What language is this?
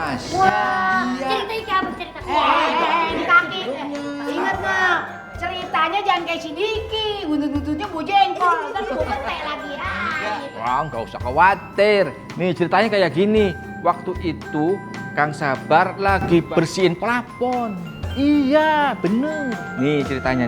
Betawi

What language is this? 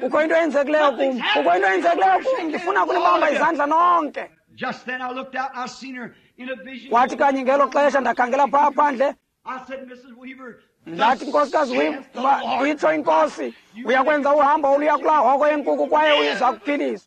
Xhosa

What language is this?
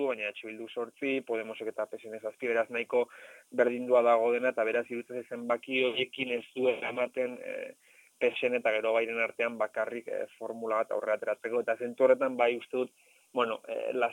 Basque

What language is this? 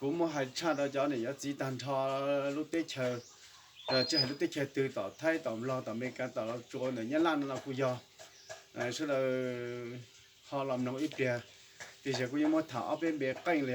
Hmong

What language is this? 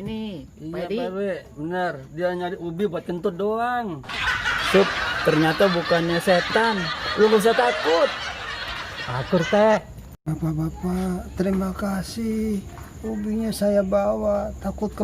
Betawi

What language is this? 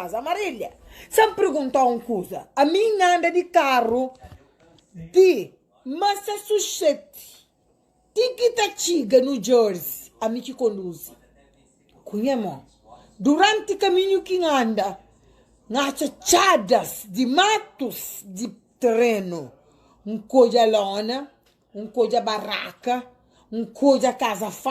Kabuverdianu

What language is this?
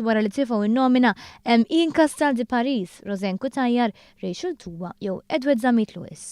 Maltese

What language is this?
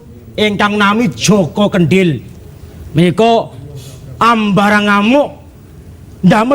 Javanese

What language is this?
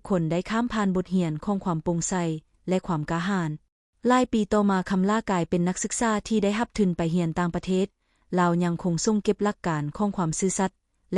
Lao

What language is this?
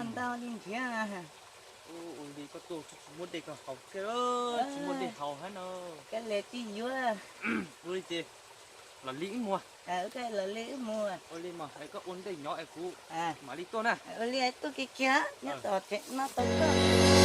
Hmong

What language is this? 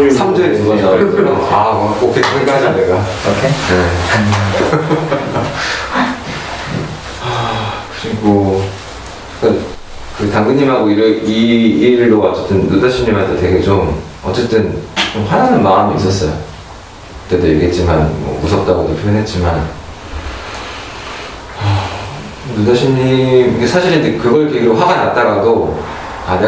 Korean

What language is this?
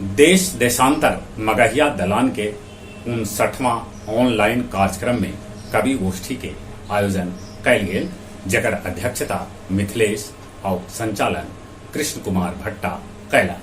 Magahi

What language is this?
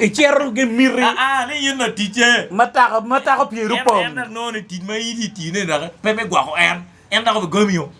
Acoli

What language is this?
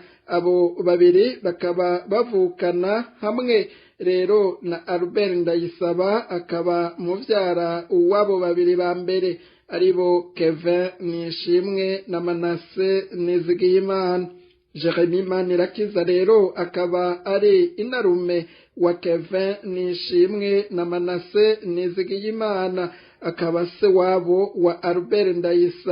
Rundi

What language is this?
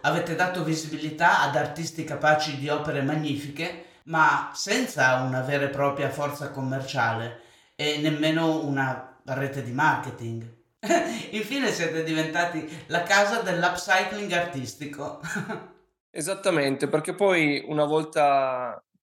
Italian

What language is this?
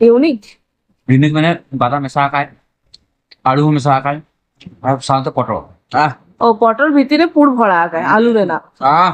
Santali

